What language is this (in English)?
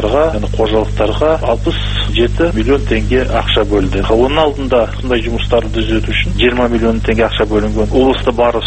Kazakh